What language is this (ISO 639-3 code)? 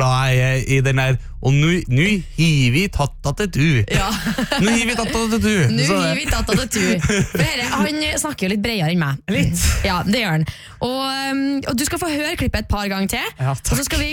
nor